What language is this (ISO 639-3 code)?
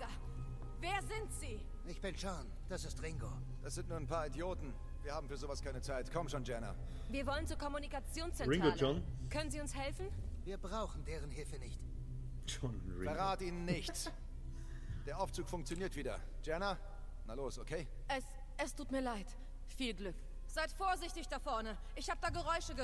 bar